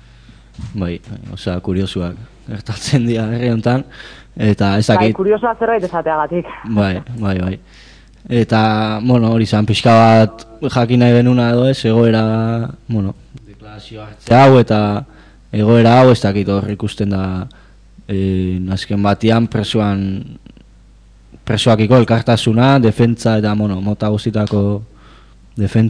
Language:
Basque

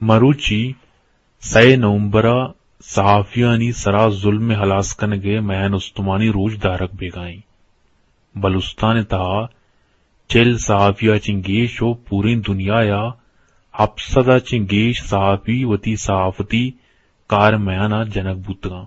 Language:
Eastern Balochi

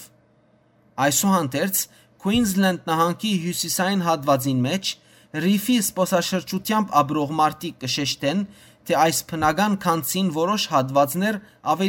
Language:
Western Armenian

